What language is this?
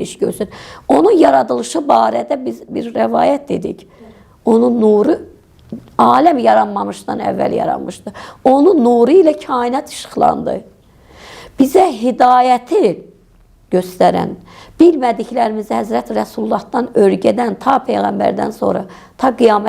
Azerbaijani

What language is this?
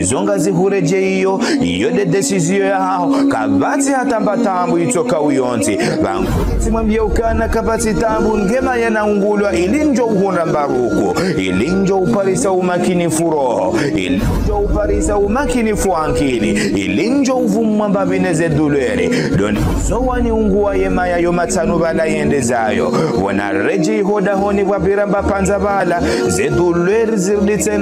Ngazidja Comorian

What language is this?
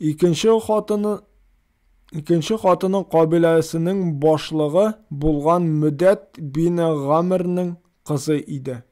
Tatar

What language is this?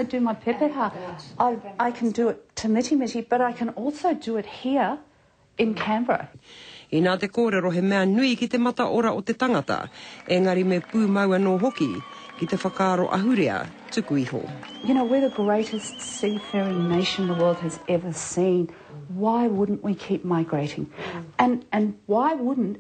Māori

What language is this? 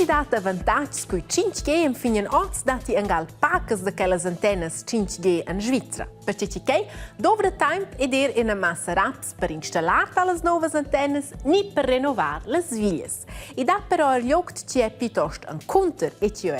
Romansh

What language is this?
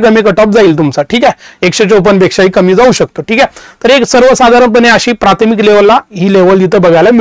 Marathi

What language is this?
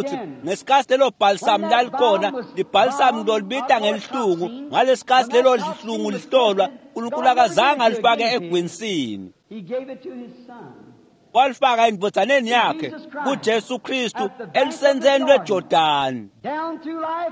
Swati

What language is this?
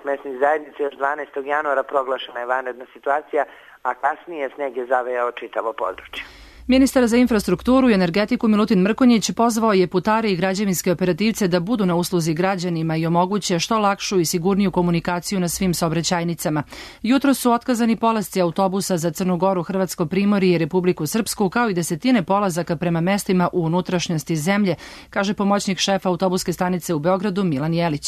Serbian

